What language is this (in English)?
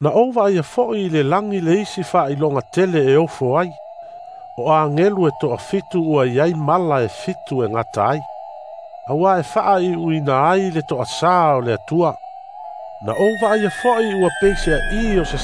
Samoan